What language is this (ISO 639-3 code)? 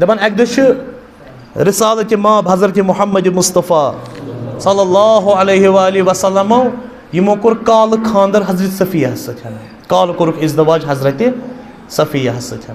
kas